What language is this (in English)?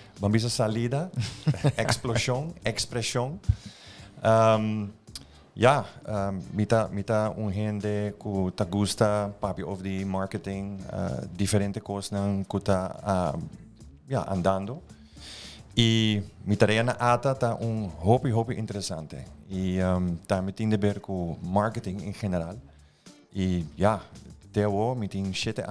Papiamento